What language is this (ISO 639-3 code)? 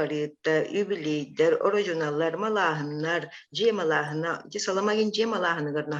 sah